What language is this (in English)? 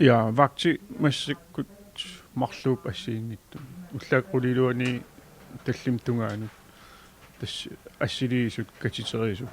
Kalaallisut